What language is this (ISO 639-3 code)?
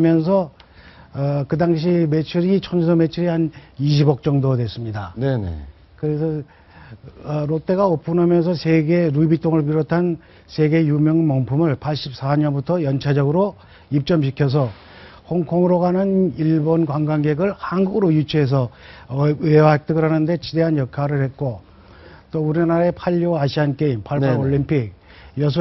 kor